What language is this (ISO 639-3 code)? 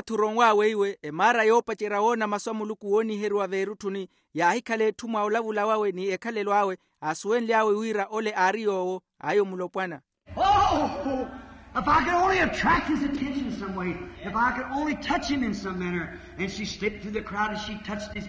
vmw